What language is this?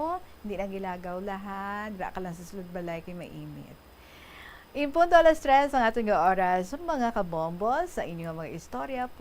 Hiligaynon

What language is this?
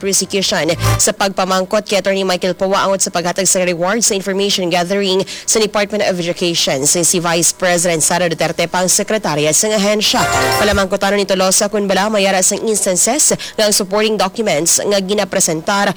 Hiligaynon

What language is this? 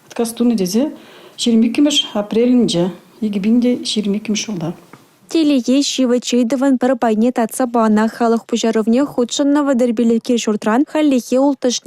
Chuvash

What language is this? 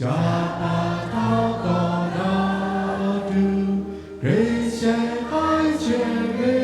Lahu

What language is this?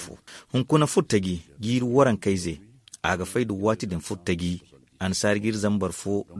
Zarma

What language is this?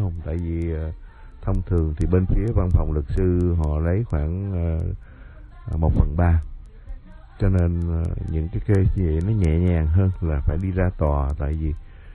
Vietnamese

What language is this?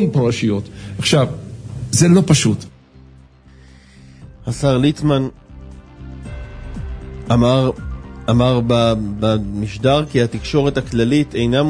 Hebrew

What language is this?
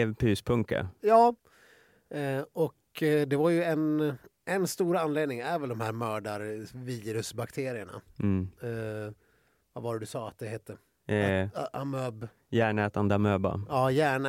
Swedish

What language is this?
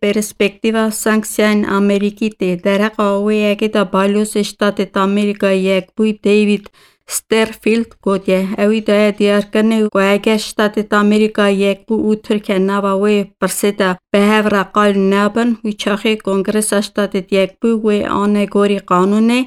Kurdish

